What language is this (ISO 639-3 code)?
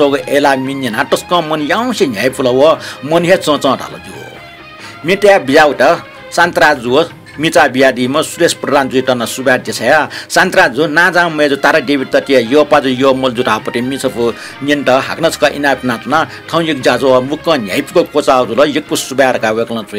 new